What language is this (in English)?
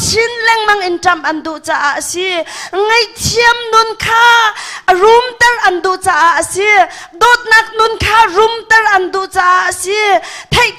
Hakha Chin